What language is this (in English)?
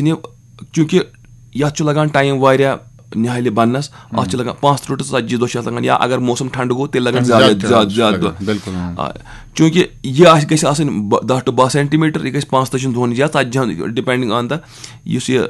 Kashmiri